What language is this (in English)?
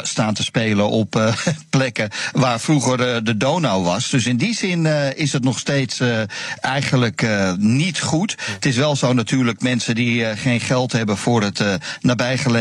Dutch